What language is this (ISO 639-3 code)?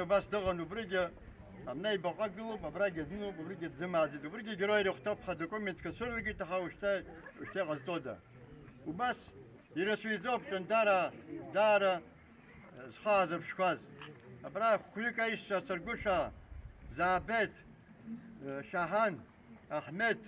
abk